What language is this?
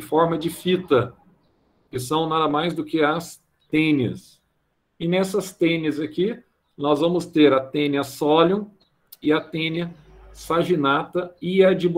Portuguese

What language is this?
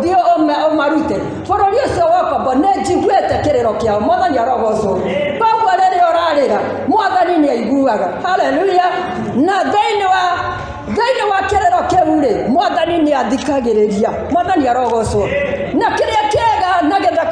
Kikuyu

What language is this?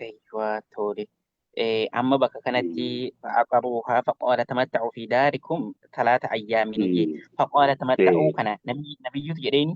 Oromo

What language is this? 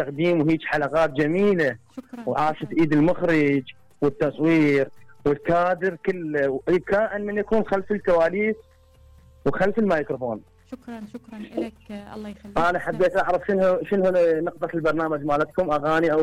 Mesopotamian Arabic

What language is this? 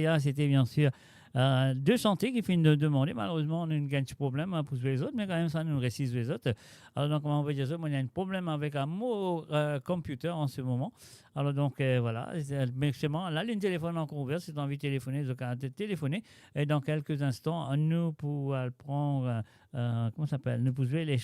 Morisyen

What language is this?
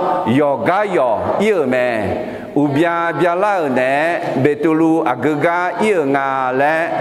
Akha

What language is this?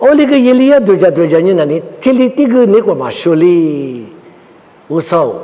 Lisu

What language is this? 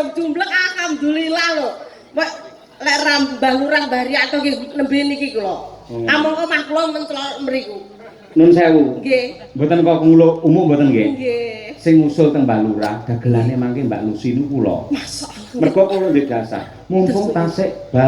Javanese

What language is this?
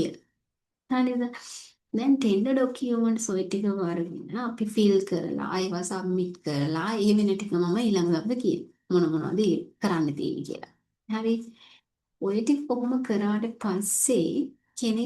Sinhala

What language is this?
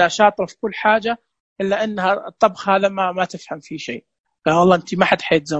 Najdi Arabic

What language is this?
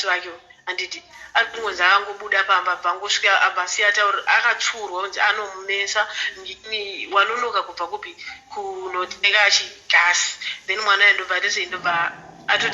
Shona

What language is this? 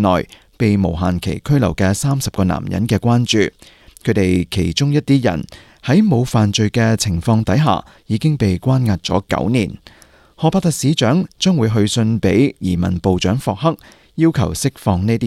Cantonese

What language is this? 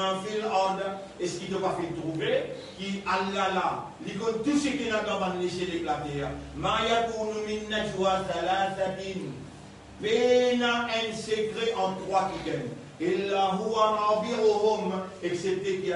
Morisyen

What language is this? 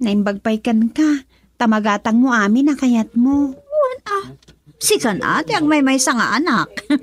Iloko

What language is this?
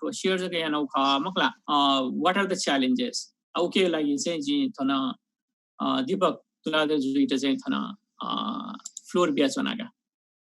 Newari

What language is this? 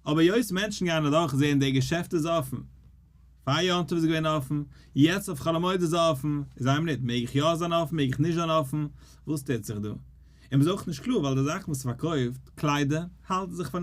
Yiddish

